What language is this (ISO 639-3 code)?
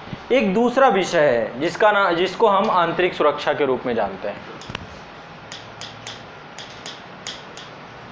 hin